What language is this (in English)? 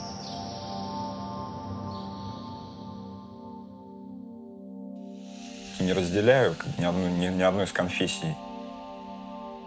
Russian